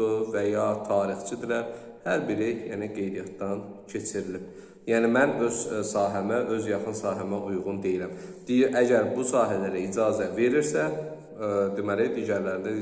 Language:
Azerbaijani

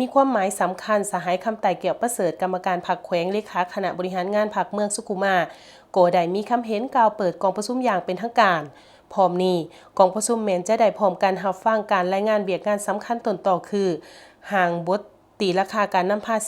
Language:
Lao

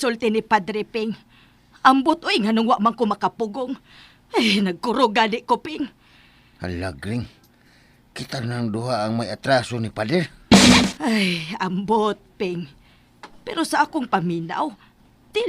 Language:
Cebuano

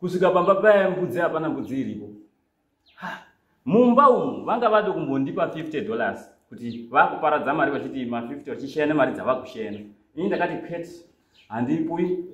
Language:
Shona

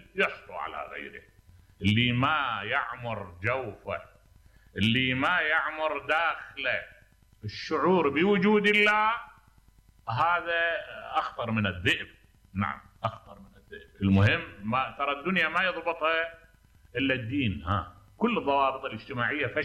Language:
Mesopotamian Arabic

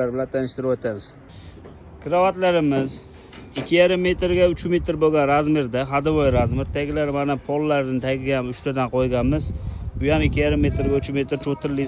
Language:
Uzbek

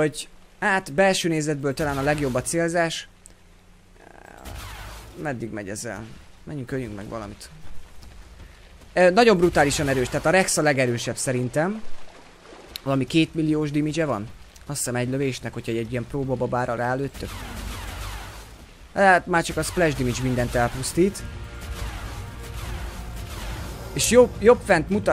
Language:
Hungarian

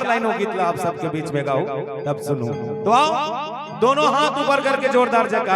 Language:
Chhattisgarhi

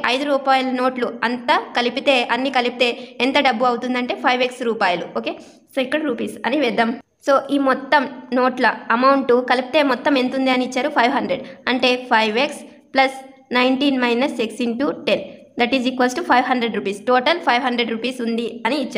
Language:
Telugu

